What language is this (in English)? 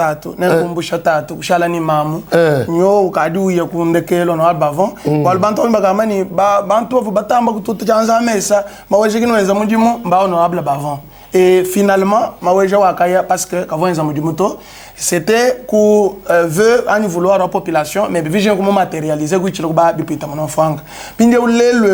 Luba-Lulua